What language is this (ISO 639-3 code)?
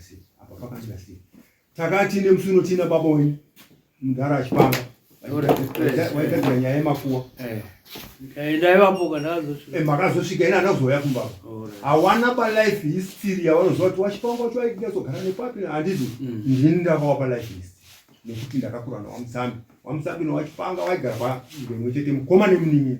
sna